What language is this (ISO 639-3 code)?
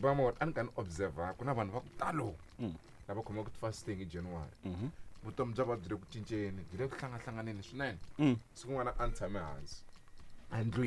tso